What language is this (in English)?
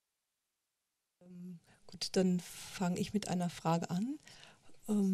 German